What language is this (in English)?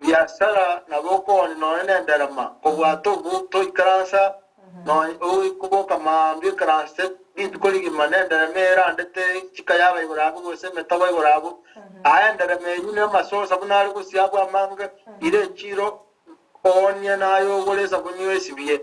Gusii